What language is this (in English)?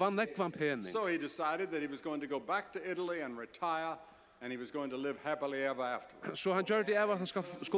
Faroese